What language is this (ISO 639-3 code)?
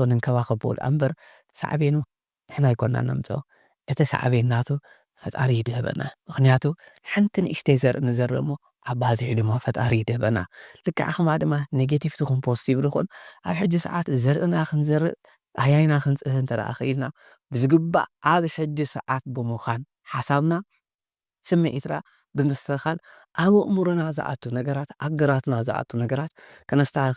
tir